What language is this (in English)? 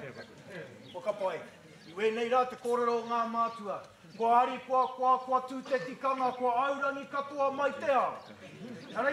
Māori